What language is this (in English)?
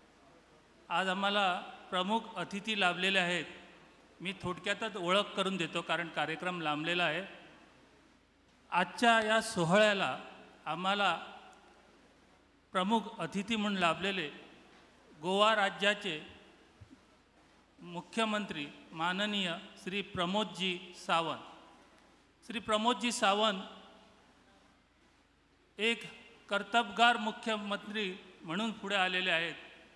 Marathi